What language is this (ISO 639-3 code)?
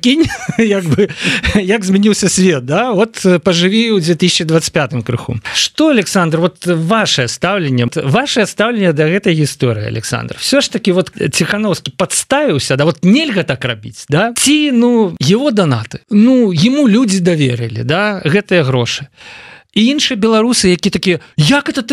bel